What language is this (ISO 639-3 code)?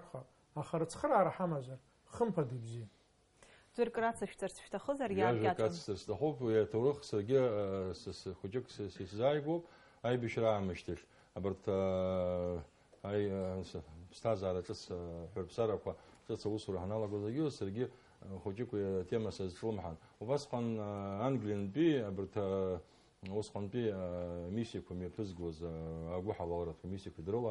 abk